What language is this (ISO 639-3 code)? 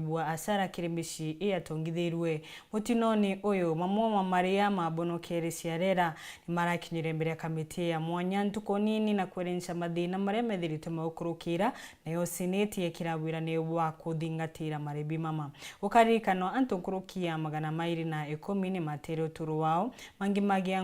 mer